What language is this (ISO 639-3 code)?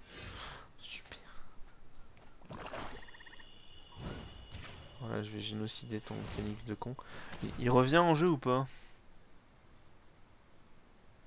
fra